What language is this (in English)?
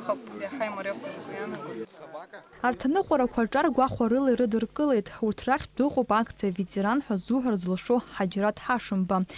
Abkhazian